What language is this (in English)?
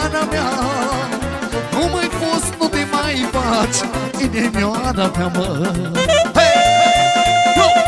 Romanian